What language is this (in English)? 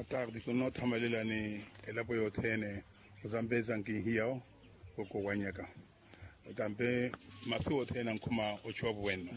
Makhuwa